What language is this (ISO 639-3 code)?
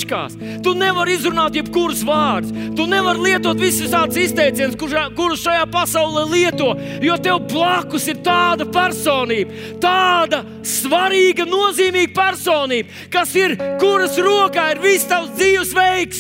lav